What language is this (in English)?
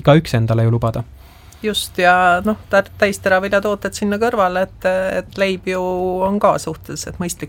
Estonian